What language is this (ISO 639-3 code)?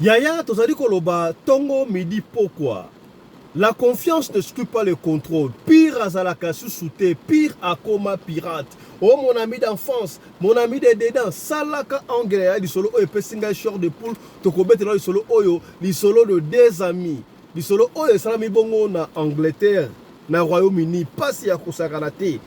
lin